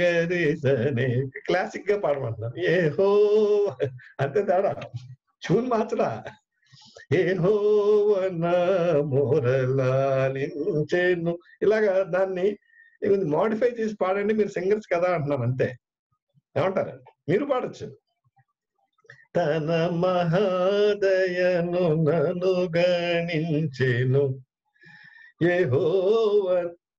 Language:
Telugu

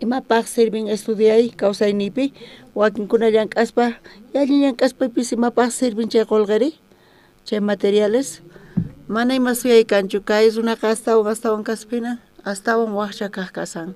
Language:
South Bolivian Quechua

